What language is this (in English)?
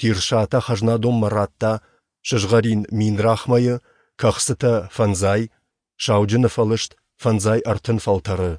Ossetic